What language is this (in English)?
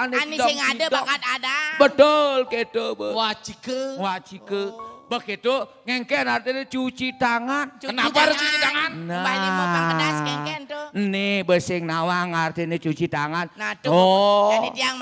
Balinese